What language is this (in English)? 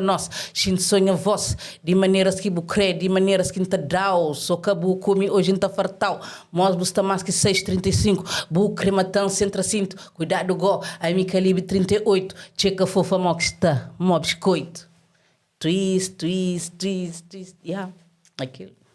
Kabuverdianu